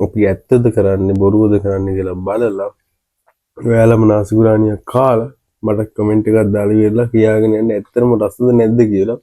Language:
Sinhala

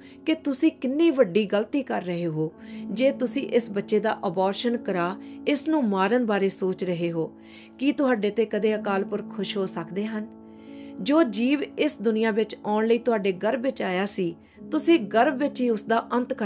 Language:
Punjabi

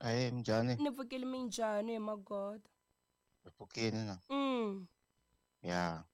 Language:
Tsonga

